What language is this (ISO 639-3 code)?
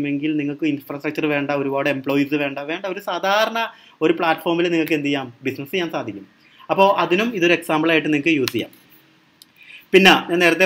mal